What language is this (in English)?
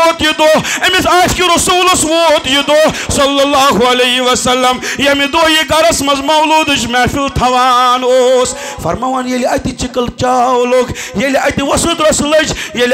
Kashmiri